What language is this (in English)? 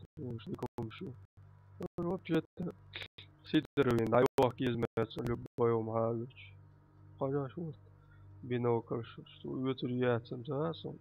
Chechen